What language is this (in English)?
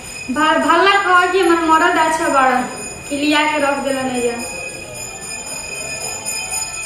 Bhojpuri